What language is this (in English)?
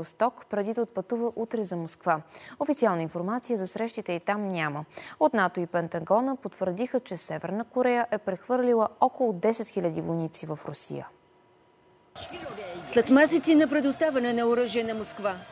Bulgarian